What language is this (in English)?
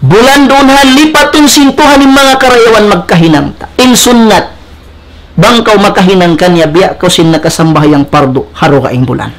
Tausug